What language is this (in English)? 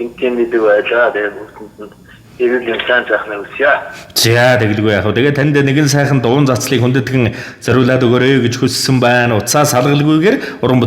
Mongolian